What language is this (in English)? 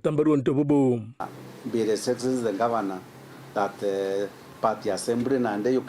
Meru